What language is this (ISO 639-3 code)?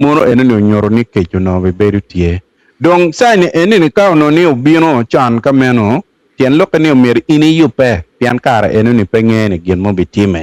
ach